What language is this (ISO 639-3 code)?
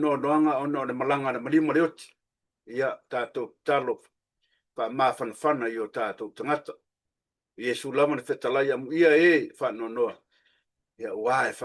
smo